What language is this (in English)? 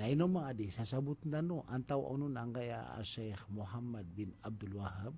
Maranao